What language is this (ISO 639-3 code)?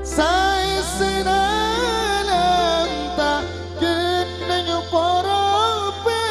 mad